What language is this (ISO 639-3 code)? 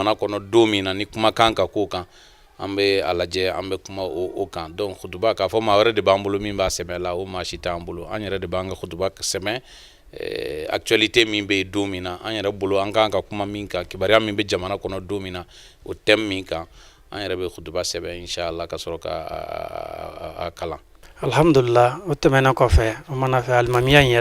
bam